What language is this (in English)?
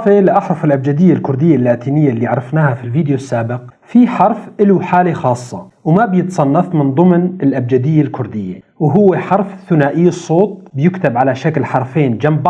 North Levantine Arabic